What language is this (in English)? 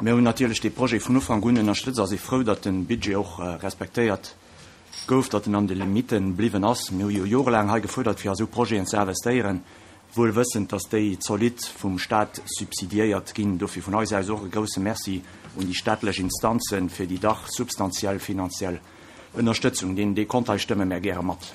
Luxembourgish